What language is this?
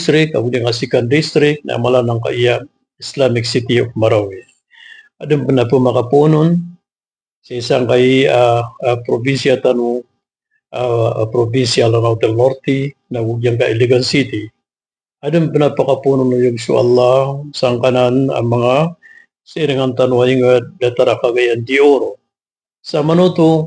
Maranao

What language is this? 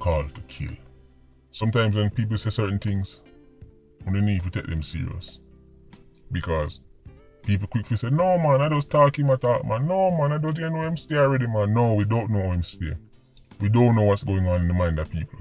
Jamaican Creole English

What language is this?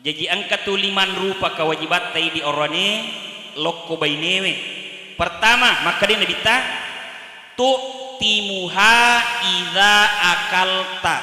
Buginese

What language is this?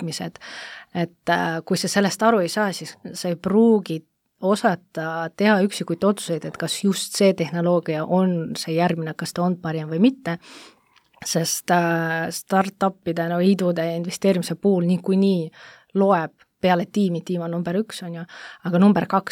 Estonian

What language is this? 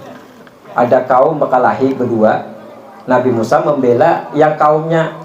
Banjar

